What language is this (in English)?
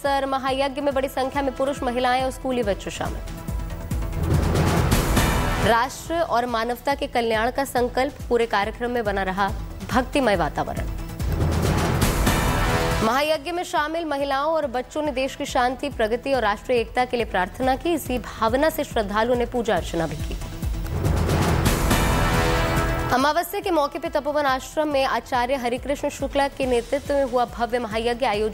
Hindi